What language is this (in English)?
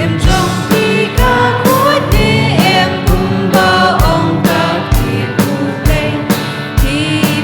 Khasi